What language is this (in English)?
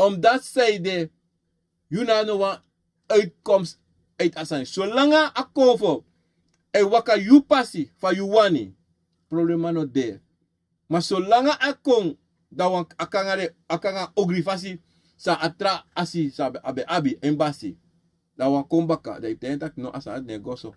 Sranan Tongo